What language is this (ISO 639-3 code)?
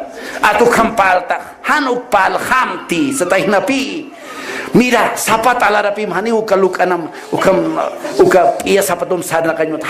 aym